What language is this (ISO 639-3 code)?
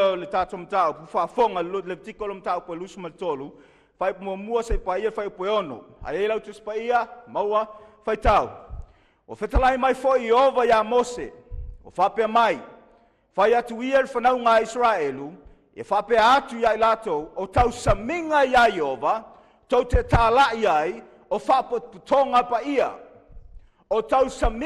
smo